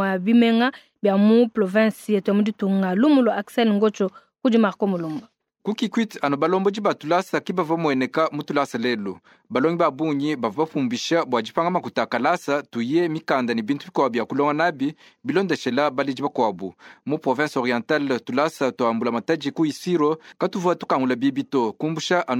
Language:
Luba-Lulua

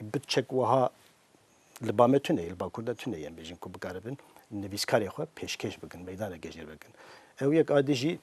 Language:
Kurdish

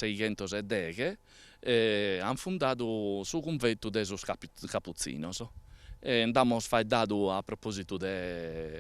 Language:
Sardinian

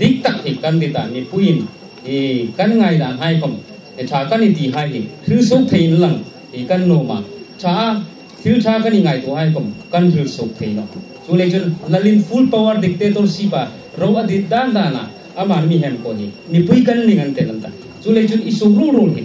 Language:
Hmar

